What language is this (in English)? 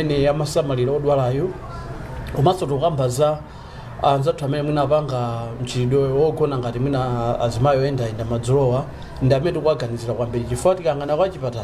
Nyanja